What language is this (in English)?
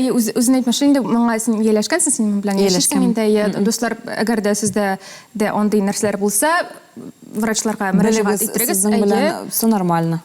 Tatar